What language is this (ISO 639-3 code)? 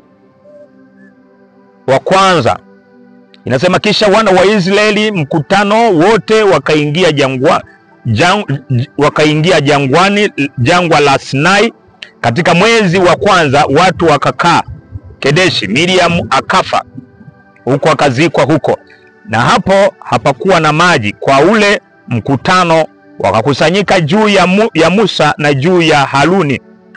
swa